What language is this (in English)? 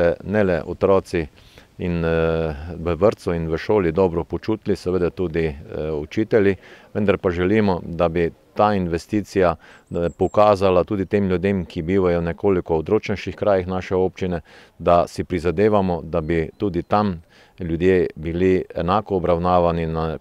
Slovenian